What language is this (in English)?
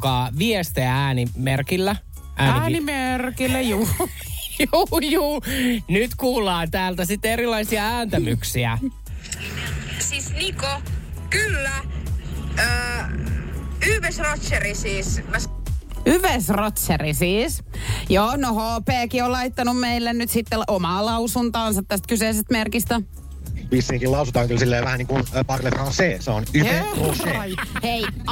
Finnish